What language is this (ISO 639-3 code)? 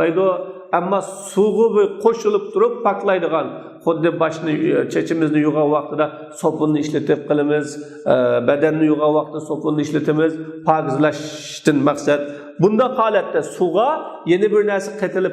uig